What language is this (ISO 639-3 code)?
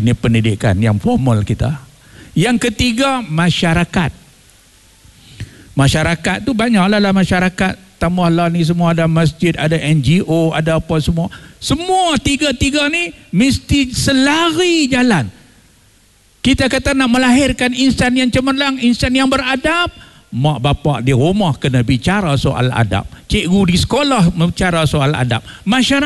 msa